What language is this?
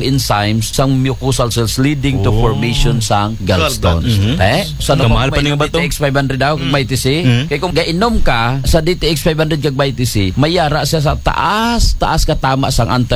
Hiligaynon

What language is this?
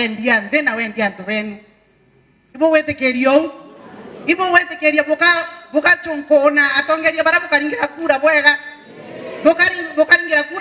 Meru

